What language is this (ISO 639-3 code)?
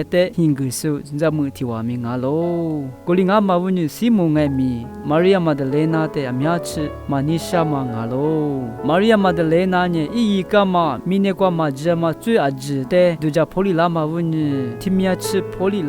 lis